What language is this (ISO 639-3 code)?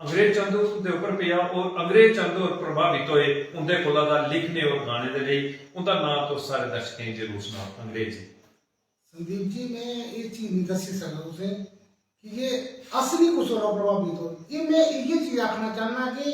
doi